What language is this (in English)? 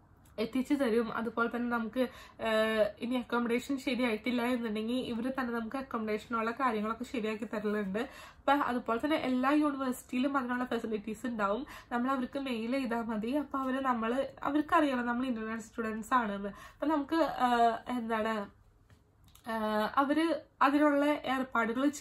Malayalam